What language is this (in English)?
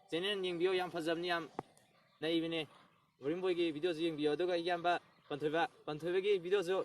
Manipuri